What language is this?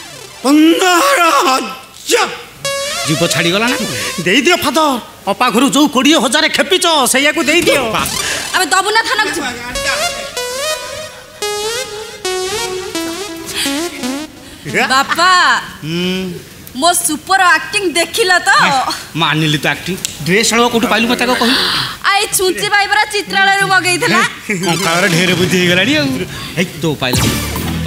Odia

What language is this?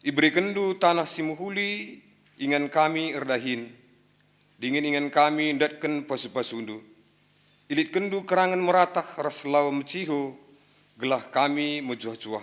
Batak Karo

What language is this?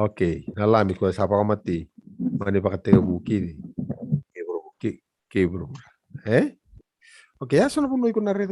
Fijian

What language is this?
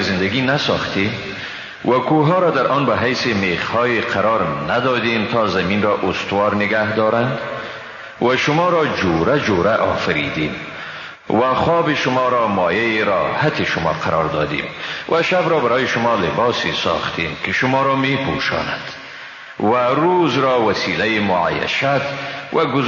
Persian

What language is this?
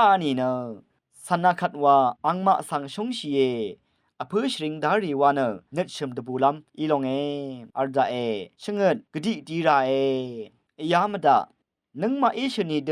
Rawang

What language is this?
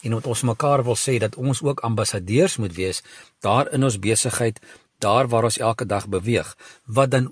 Afrikaans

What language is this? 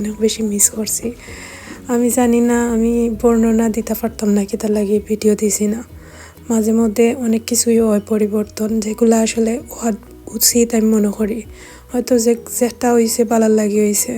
Sylheti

